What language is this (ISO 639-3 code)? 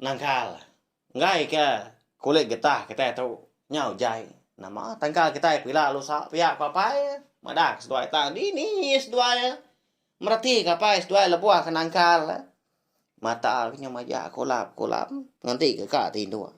iba